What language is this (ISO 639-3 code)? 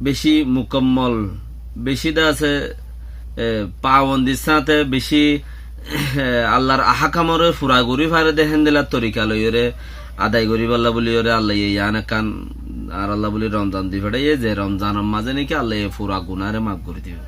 rhg